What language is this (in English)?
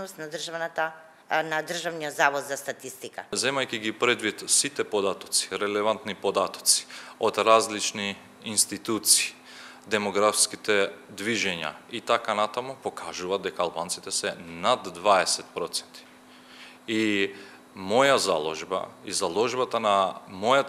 Macedonian